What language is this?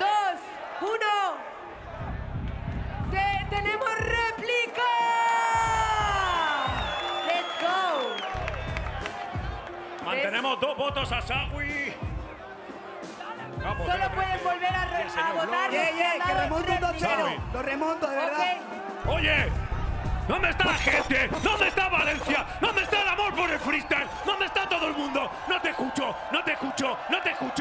Spanish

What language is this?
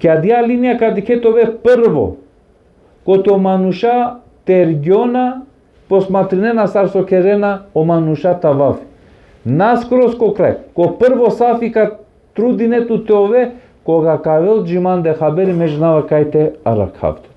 Balkan Romani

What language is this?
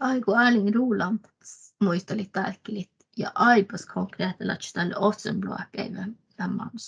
Northern Sami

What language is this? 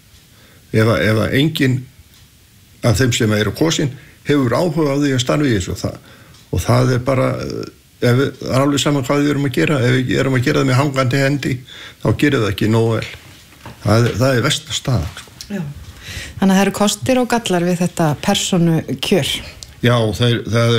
Icelandic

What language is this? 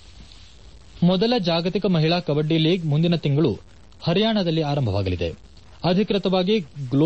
Kannada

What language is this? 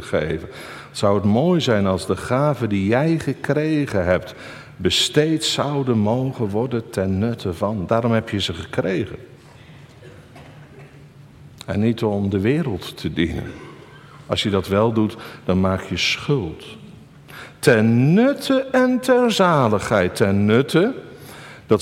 Dutch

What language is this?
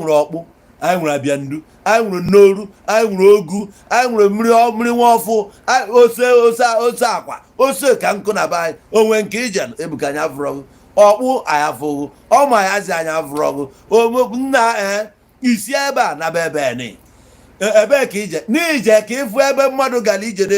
Igbo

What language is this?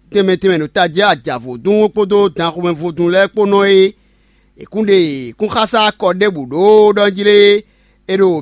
Fon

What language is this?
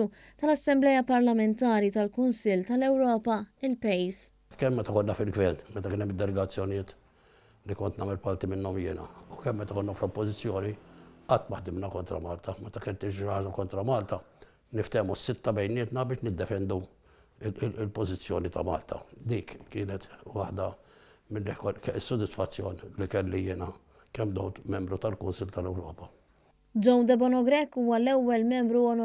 Maltese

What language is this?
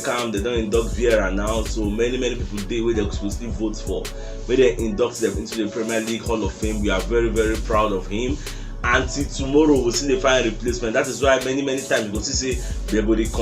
Nigerian Pidgin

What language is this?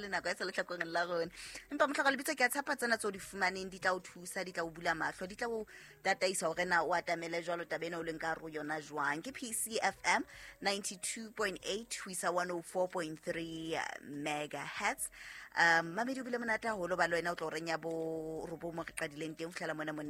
Southern Sotho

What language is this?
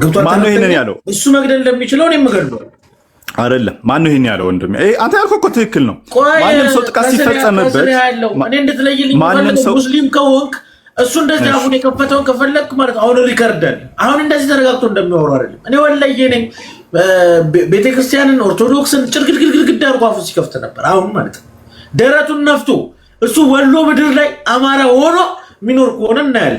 Amharic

